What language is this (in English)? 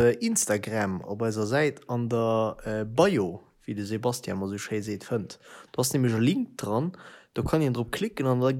Luxembourgish